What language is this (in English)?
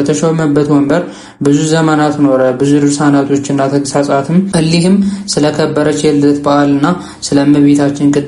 Amharic